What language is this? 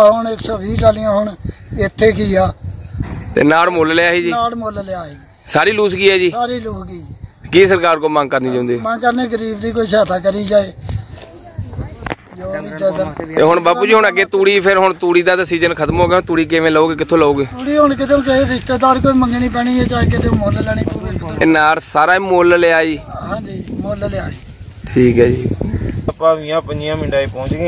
Punjabi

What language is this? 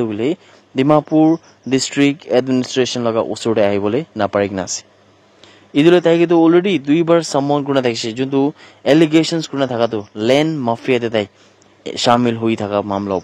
Naga Pidgin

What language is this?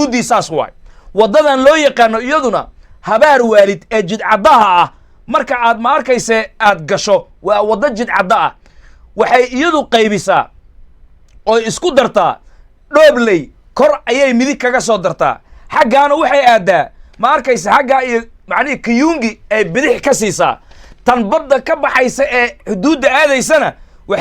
Somali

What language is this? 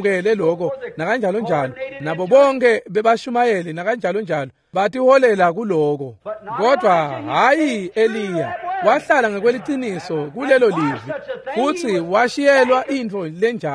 Swati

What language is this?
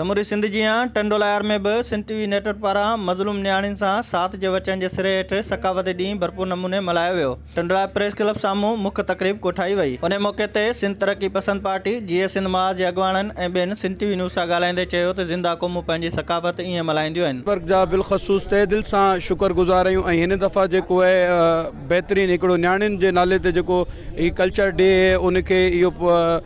Sindhi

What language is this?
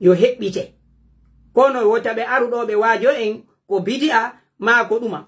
Pular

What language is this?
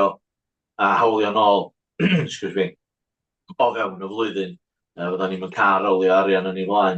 Welsh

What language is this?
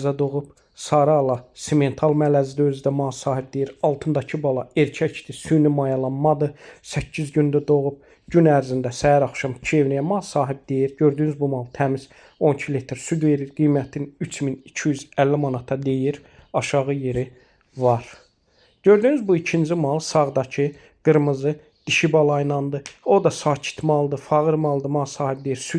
Azerbaijani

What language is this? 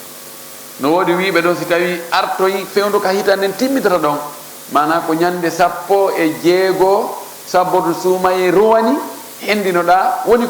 Fula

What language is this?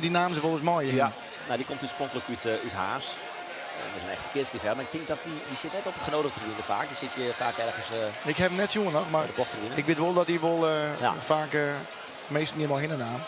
Western Frisian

